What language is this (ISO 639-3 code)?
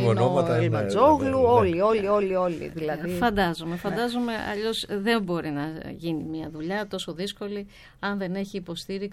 ell